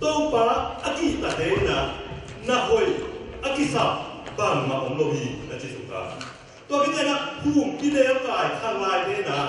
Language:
Tedim Chin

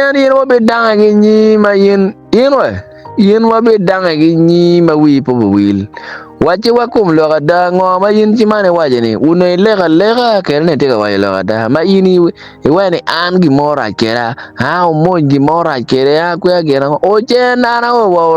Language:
Acoli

